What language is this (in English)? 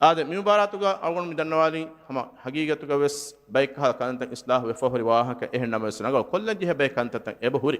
Divehi